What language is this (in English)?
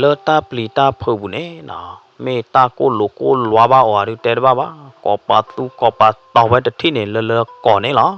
S'gaw Karen